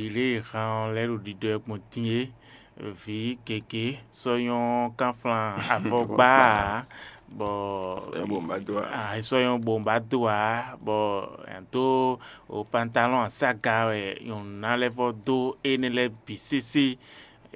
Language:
Fon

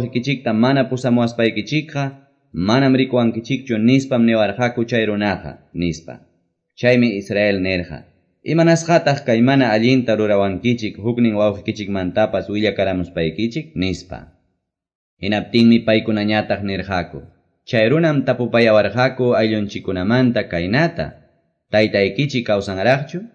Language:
Quechua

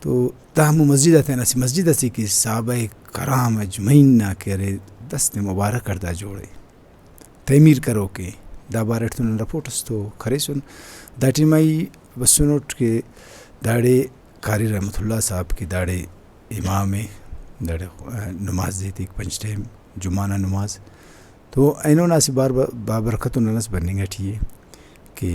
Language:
Brahui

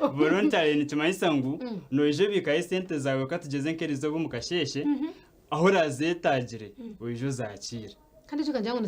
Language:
Nyankole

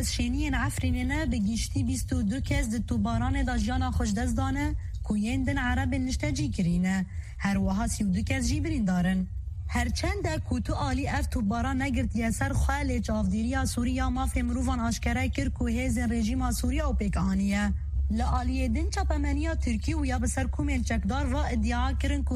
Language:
Kurdish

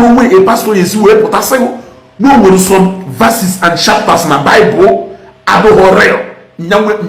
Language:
Igbo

